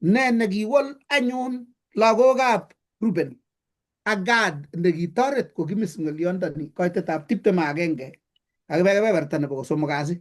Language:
Kalenjin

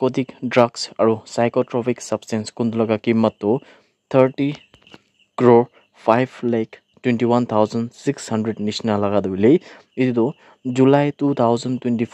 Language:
Naga Pidgin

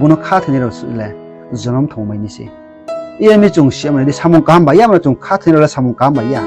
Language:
Riang (India)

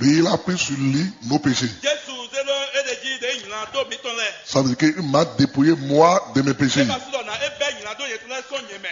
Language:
Fon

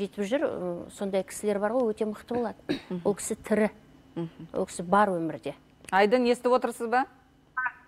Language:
Kazakh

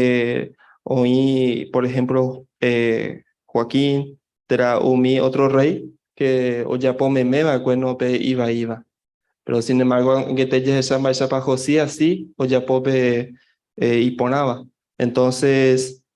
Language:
Guarani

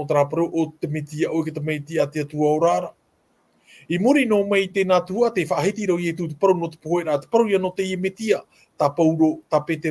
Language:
Tahitian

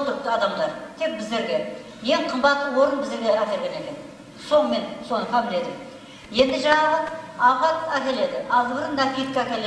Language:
Kara-Kalpak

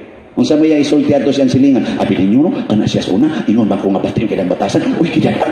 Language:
Cebuano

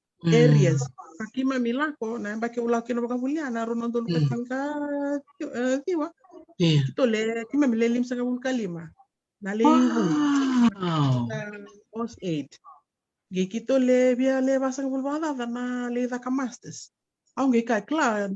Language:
Fijian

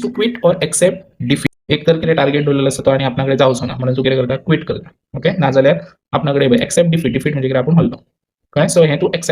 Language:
Konkani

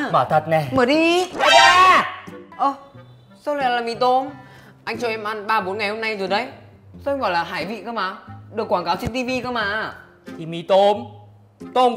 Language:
Vietnamese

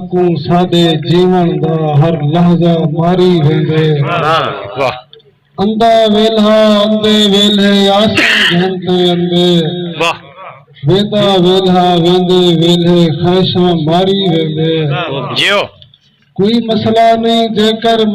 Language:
Saraiki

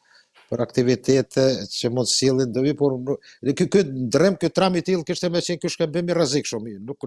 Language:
Albanian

